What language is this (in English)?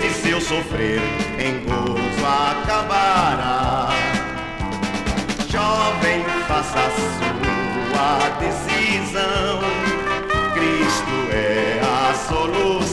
Portuguese